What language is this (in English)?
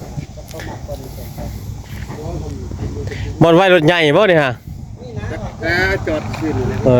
Lao